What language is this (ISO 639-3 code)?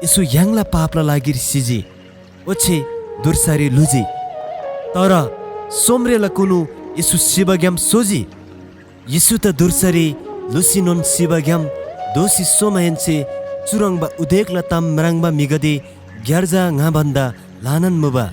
taj